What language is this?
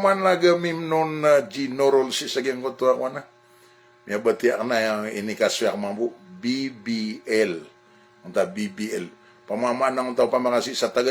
Maranao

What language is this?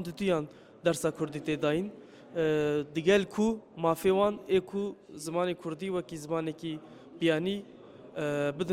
Kurdish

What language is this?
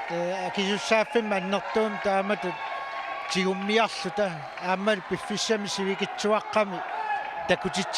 Kalaallisut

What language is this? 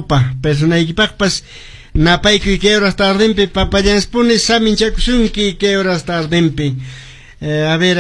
Quechua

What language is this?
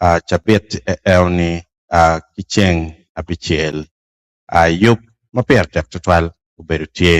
Acoli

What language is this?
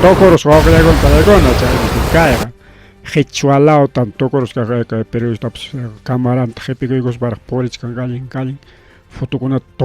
Ayacucho Quechua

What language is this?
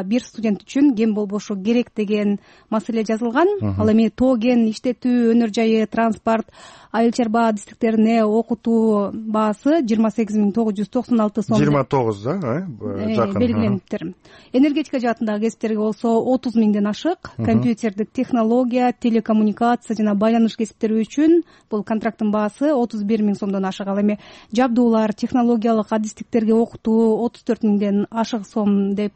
Kyrgyz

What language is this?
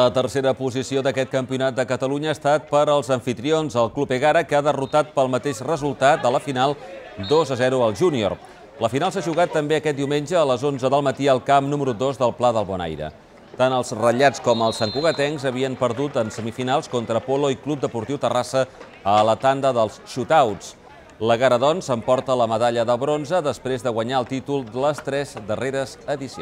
Catalan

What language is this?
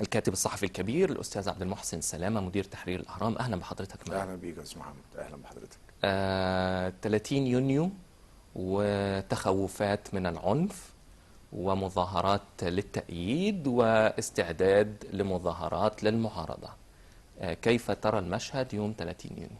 Egyptian Arabic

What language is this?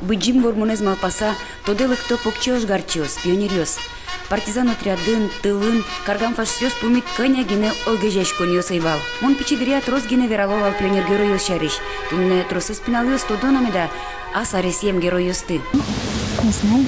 Udmurt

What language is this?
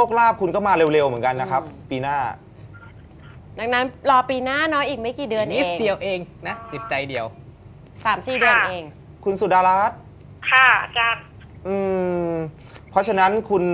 Thai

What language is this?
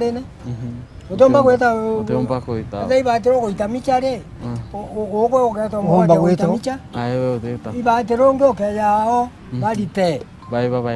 Meru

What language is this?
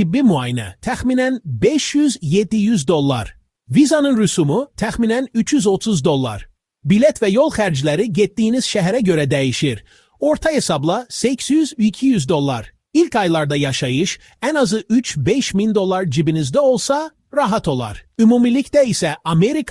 Azerbaijani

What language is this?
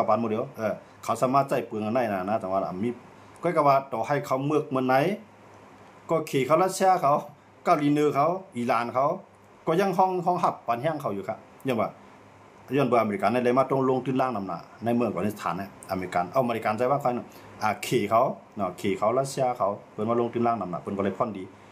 Shan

